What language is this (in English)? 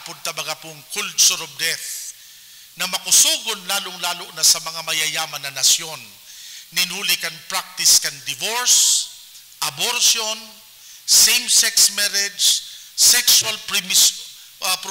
Bikol